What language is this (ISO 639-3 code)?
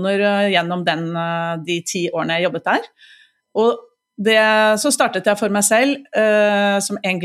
nor